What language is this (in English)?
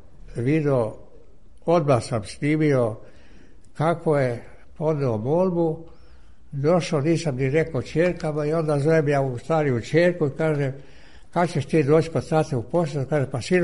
Serbian